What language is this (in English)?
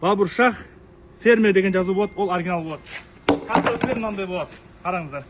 Kazakh